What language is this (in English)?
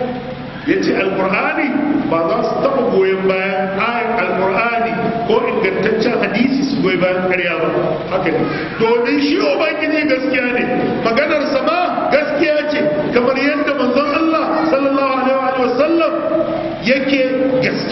Hausa